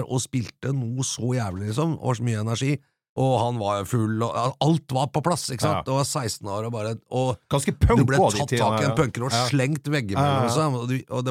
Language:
Norwegian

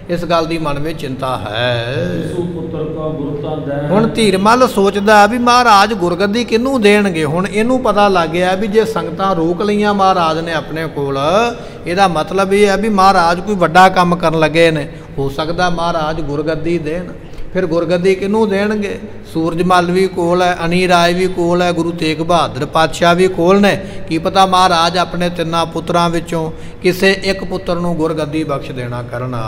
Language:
Punjabi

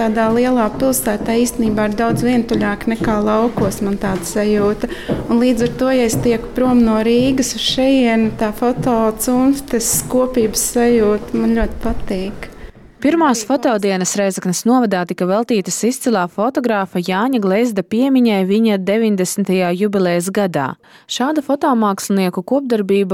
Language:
Latvian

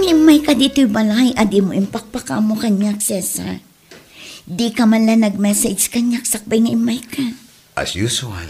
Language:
Iloko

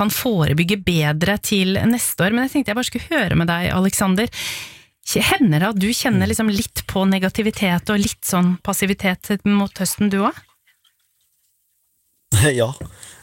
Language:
Norwegian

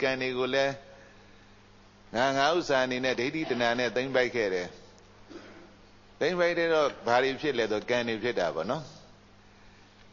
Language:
Burmese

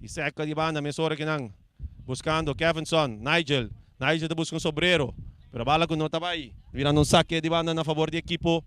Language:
Papiamento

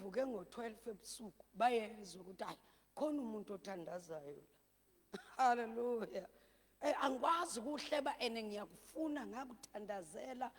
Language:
Zulu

